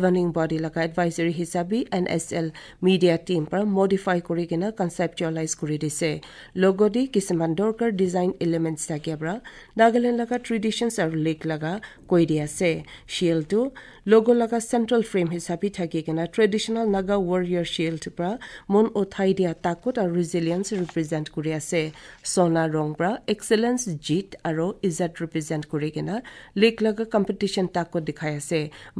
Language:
Assamese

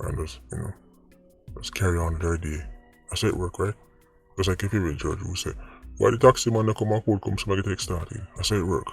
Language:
Jamaican Creole English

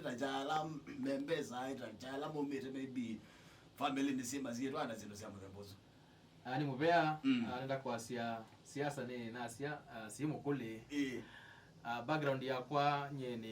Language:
Kamba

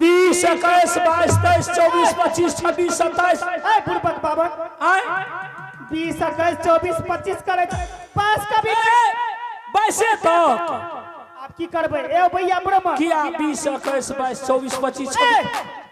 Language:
Angika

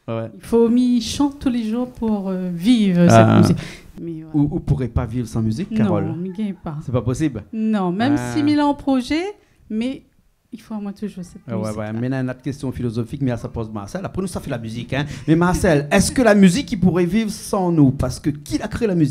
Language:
Réunion Creole French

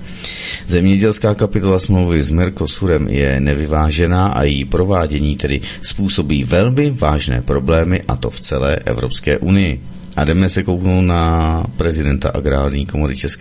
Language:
Czech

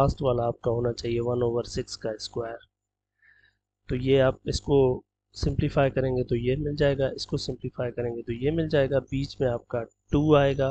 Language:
Hindi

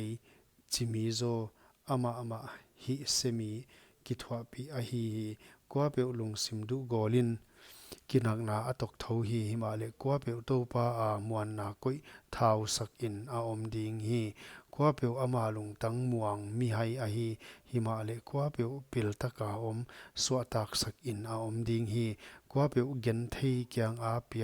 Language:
Paite Chin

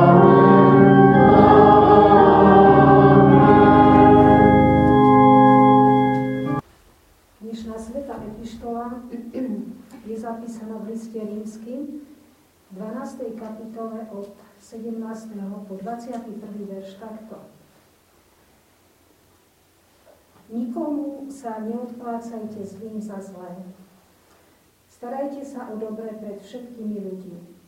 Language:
Slovak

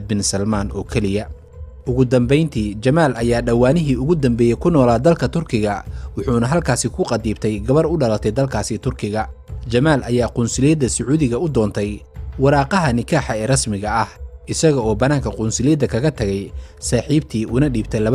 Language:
Somali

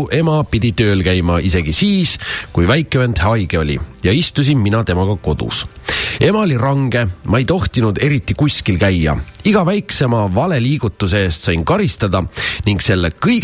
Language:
Estonian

